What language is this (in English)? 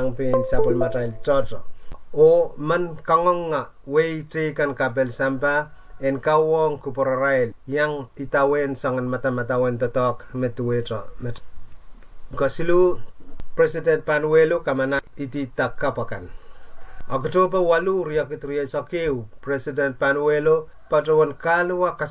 Pohnpeian